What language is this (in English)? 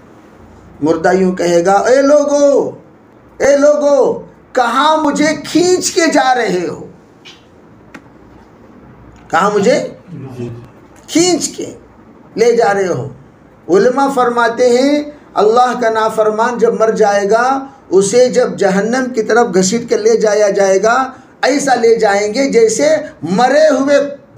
Urdu